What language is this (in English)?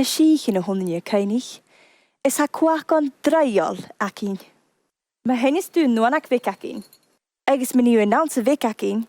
Scottish Gaelic